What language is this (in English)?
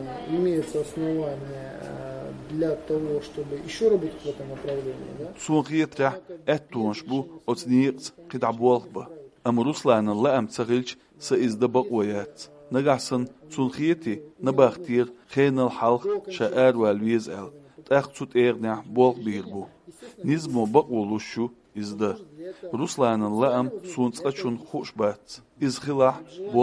Chechen